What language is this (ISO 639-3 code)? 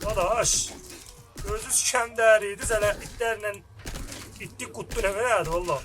azb